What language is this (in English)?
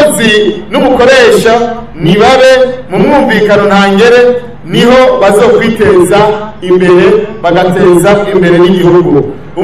Rundi